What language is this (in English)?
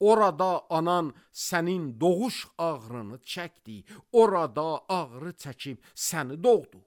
Azerbaijani